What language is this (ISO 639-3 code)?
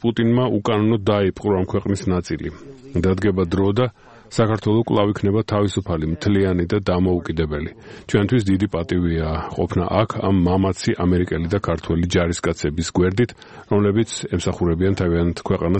kat